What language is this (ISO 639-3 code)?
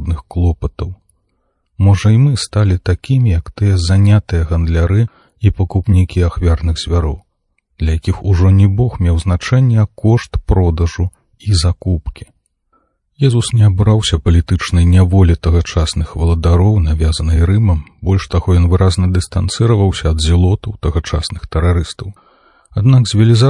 bel